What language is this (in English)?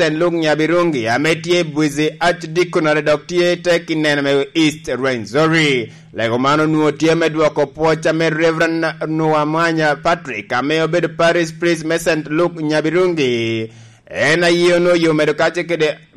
Lango (Uganda)